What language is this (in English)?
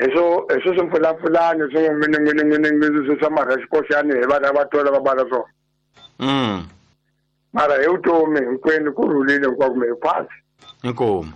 Tsonga